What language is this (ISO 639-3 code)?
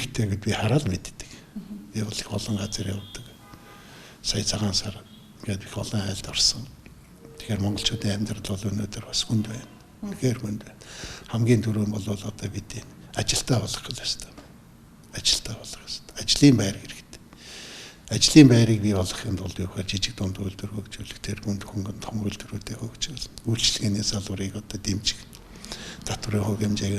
mon